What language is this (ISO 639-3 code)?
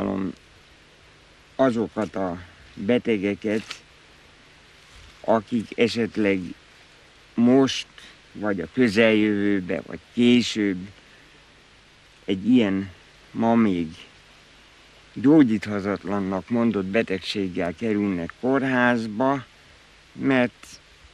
hun